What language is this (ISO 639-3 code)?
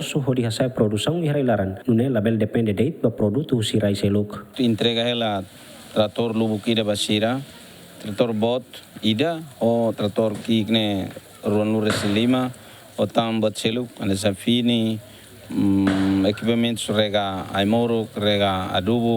tet